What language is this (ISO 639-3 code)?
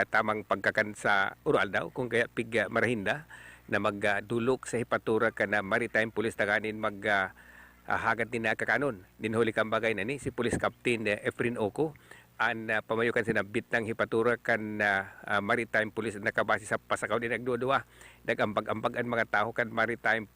bik